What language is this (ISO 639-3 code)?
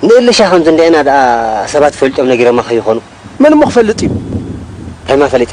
tir